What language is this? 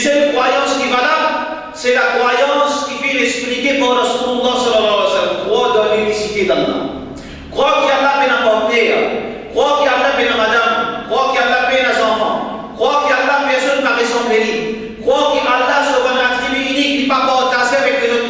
Morisyen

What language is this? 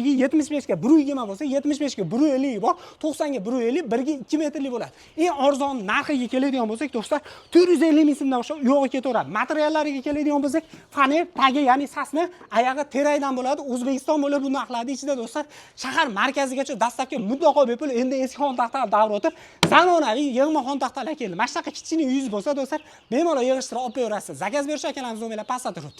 Uzbek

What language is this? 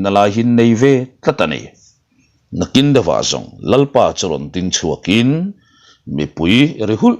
Mizo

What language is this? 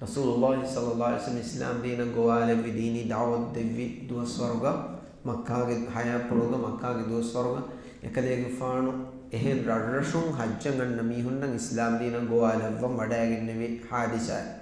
Divehi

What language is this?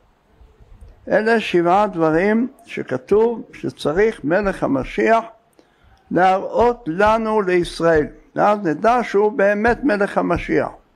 Hebrew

